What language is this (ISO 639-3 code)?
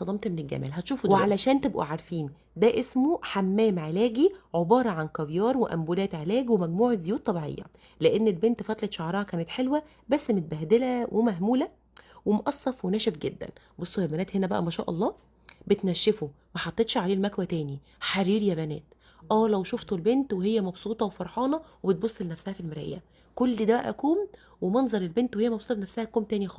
arz